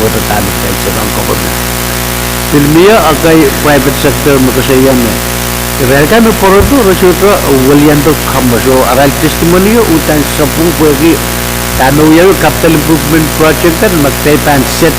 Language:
Pohnpeian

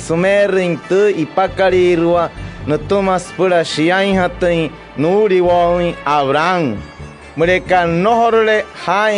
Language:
Wayuu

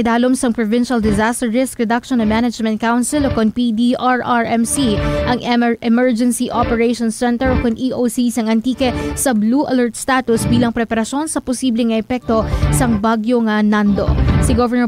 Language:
Hiligaynon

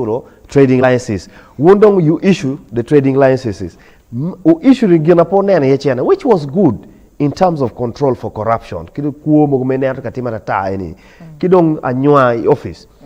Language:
Acoli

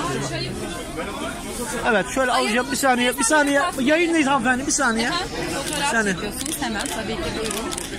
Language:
Turkish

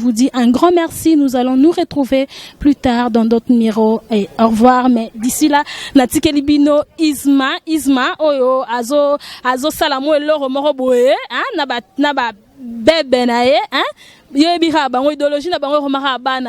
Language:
Lingala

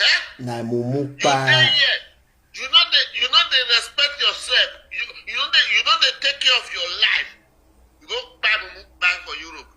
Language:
Nigerian Pidgin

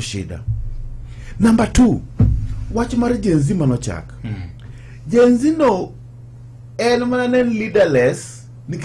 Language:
Luo (Kenya and Tanzania)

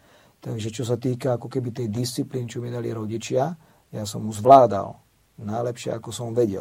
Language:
Slovak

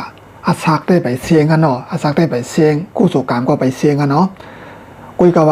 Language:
Shan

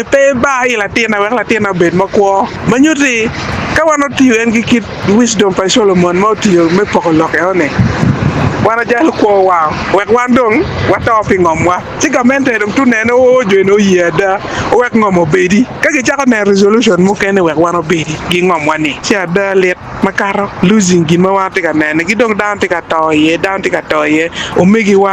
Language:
Acoli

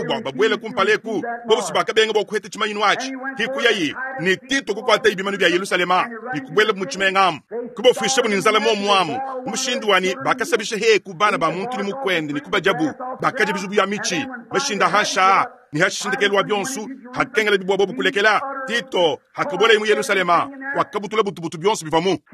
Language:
Luba-Lulua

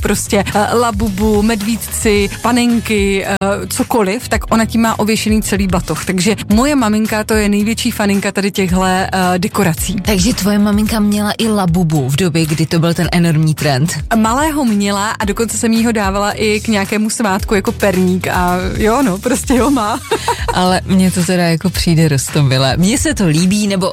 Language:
Czech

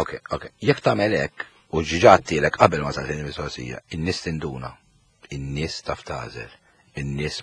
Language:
Maltese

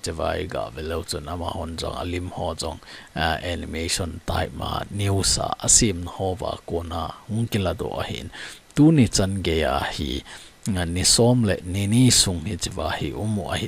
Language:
Thado Chin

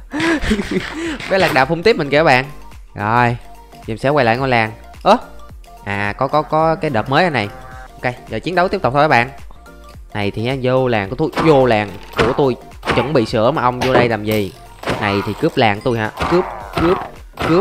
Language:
Vietnamese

